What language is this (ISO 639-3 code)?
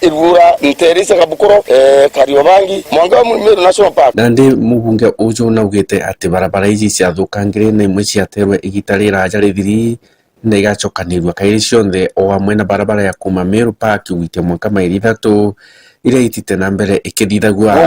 mer